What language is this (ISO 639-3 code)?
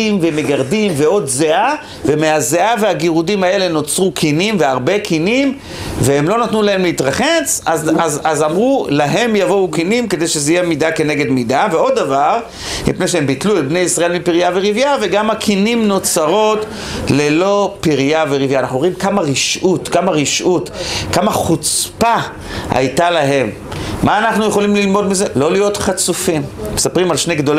heb